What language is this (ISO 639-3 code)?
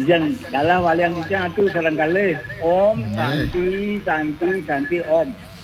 ban